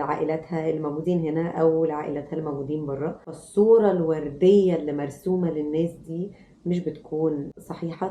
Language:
Egyptian Arabic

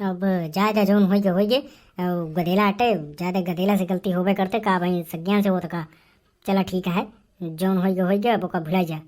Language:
Awadhi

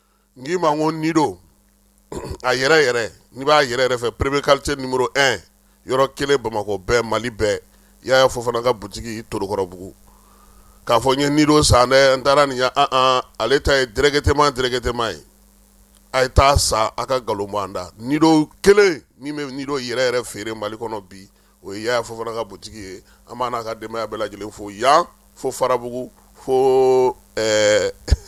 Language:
Bambara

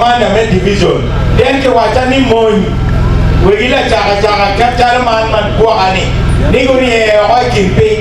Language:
Acoli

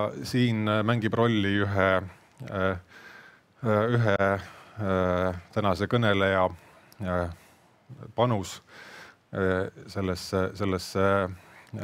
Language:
Estonian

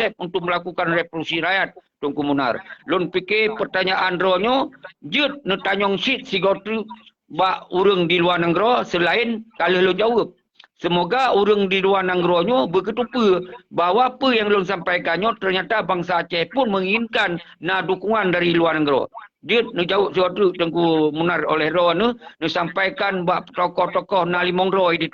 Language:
Achinese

